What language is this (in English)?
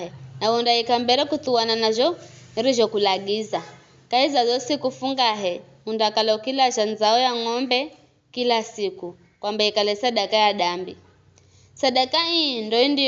Giryama